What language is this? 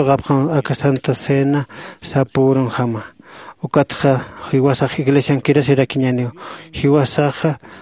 Aymara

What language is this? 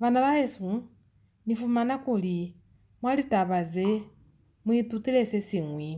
Lozi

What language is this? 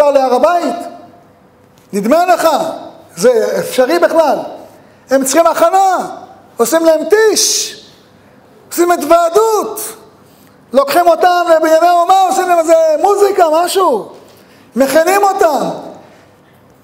Hebrew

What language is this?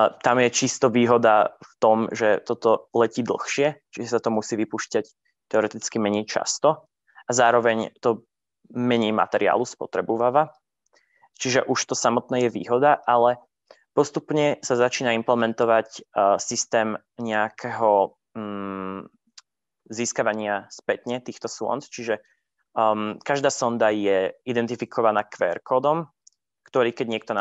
Slovak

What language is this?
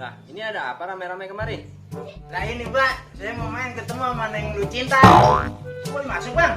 Betawi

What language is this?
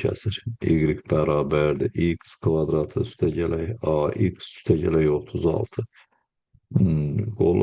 Azerbaijani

